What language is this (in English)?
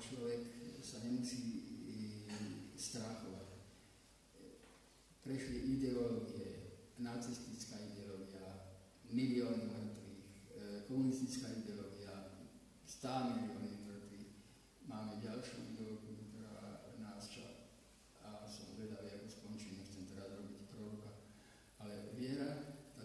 Slovak